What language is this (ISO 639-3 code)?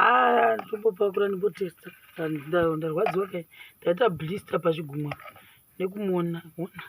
sna